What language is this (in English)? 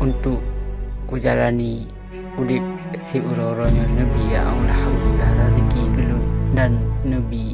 Achinese